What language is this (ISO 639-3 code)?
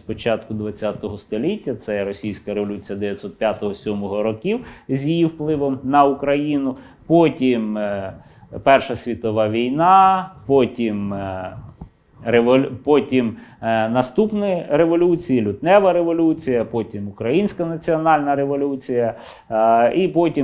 ukr